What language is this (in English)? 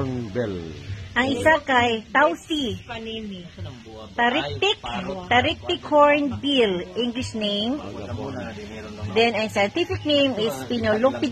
Cebuano